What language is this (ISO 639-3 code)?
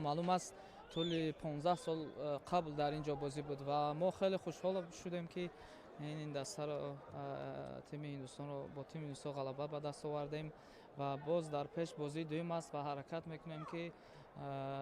tgk